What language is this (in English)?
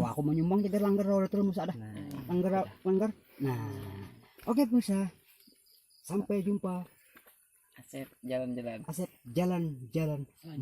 Banjar